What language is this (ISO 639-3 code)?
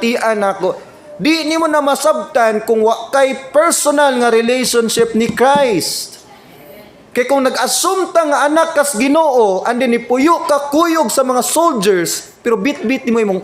ceb